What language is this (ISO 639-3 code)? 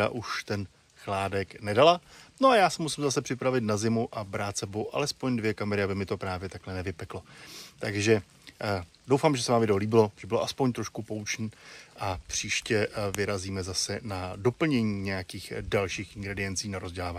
ces